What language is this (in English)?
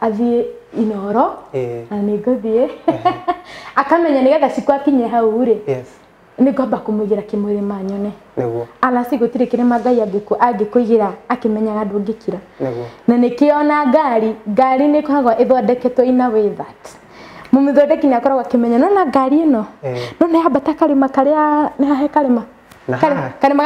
Kikuyu